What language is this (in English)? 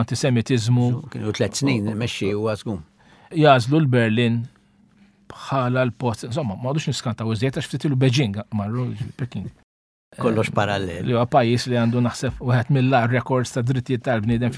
Maltese